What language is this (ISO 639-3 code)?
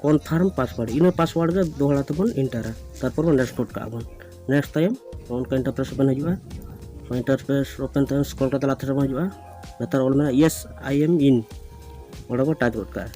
sat